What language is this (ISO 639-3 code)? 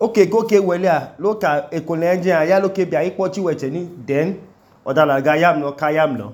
idu